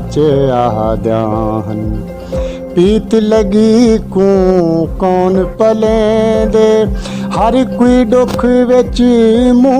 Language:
Saraiki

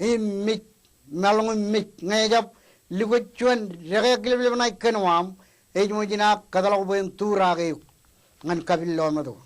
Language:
Marshallese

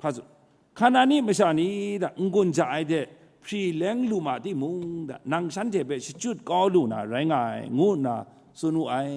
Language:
Kachin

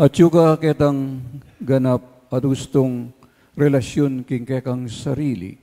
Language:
Pampanga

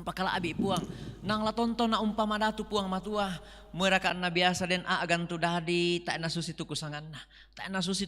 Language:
Toraja-Sa'dan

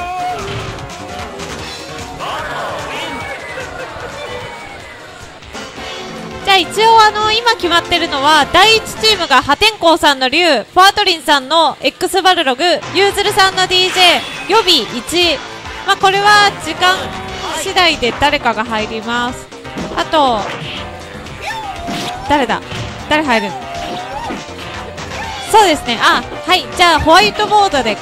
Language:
Japanese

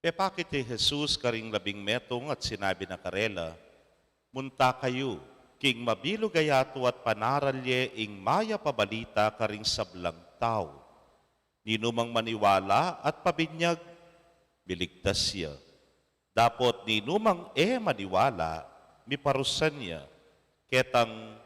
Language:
Pampanga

